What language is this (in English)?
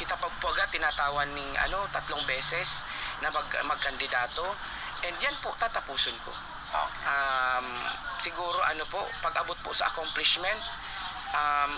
Bikol